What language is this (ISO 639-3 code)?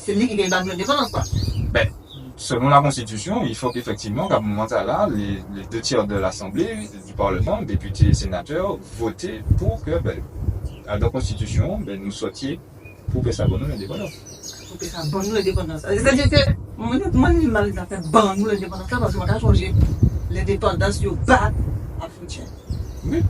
gcf